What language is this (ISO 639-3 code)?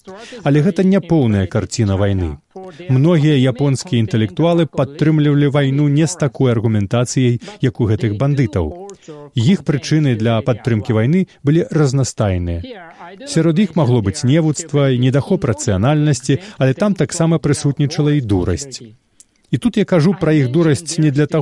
bel